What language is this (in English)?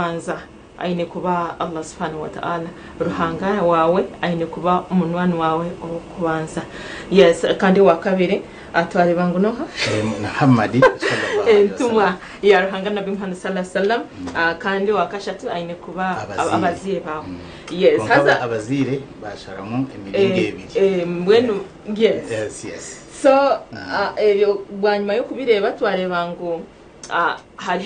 Nyankole